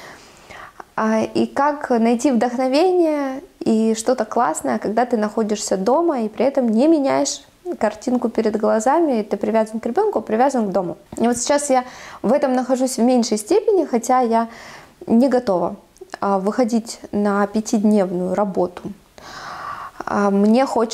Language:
Russian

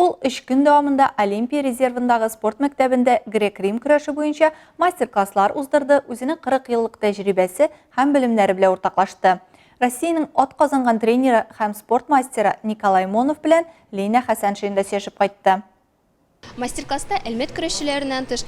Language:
Tatar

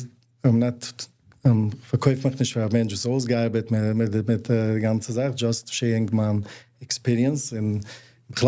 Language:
Yiddish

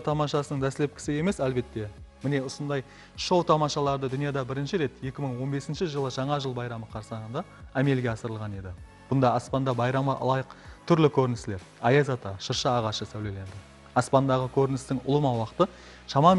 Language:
Kara-Kalpak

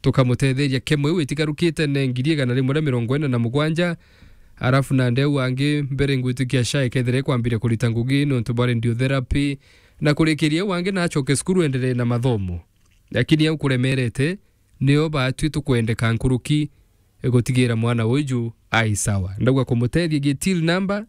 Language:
Meru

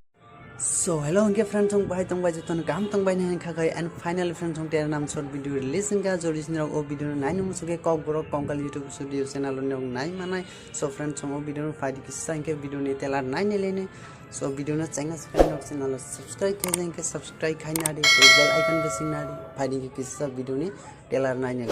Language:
Kok Borok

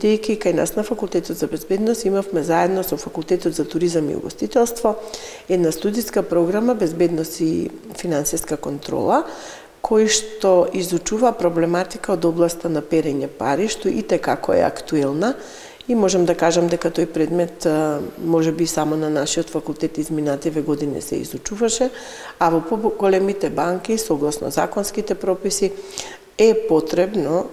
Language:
Macedonian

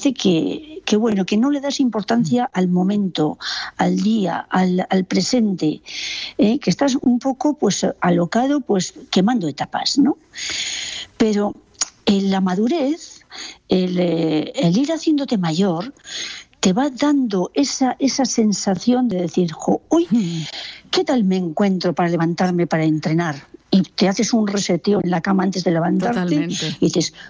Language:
Spanish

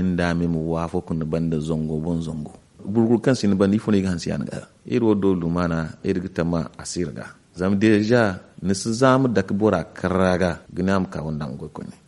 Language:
Zarma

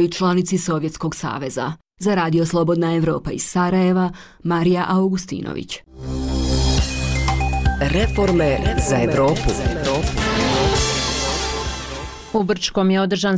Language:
Bosnian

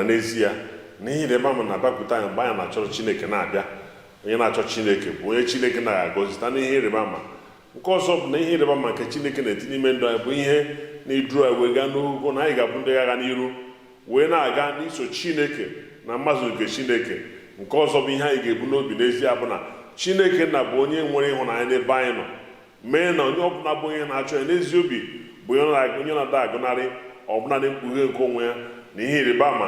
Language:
Igbo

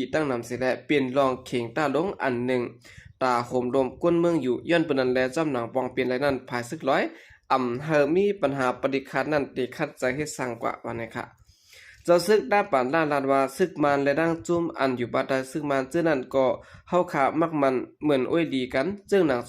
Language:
Shan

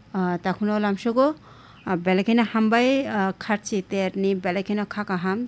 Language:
Kok Borok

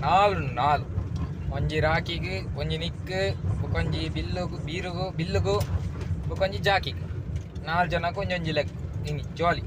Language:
Tulu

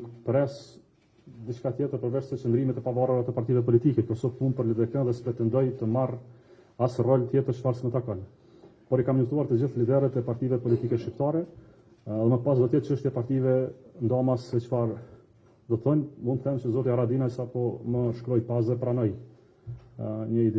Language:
Albanian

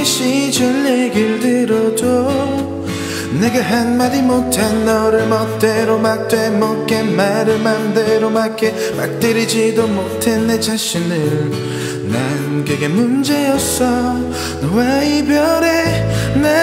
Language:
Korean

